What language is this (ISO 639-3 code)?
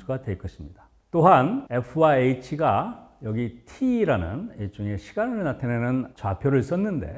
kor